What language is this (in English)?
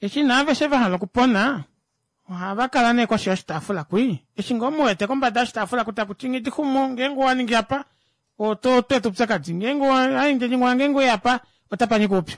Kuanyama